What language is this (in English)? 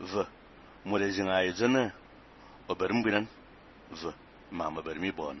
Fang